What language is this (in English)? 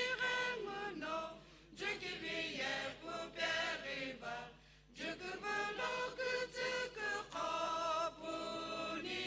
Sumi Naga